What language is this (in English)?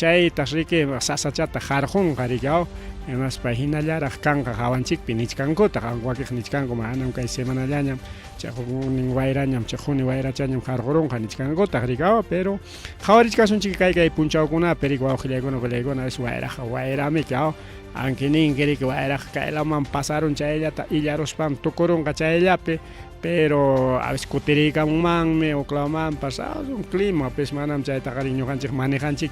Ayacucho Quechua